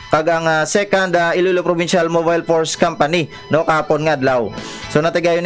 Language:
Hiligaynon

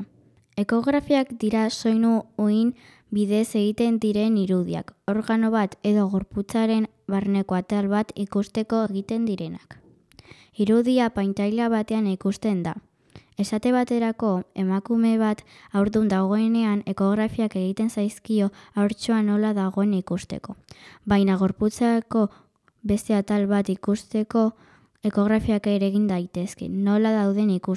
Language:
Basque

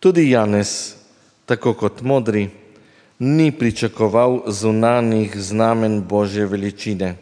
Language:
Slovenian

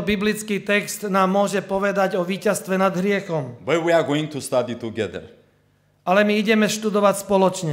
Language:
Slovak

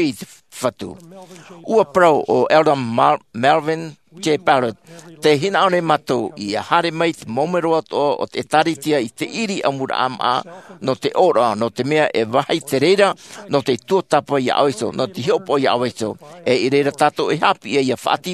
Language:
Tahitian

